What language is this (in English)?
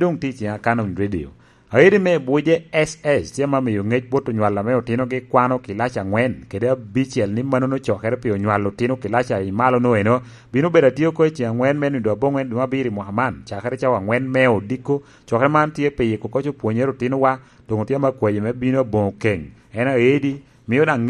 Lango (Uganda)